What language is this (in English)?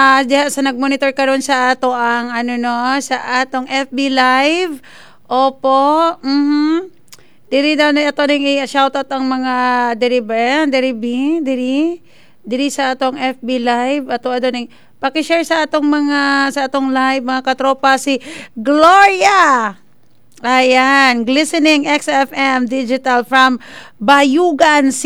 Cebuano